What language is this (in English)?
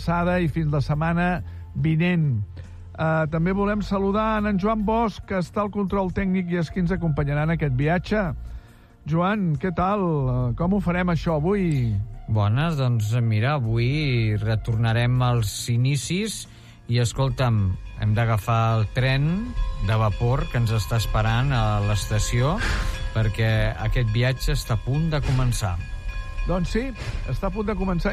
Catalan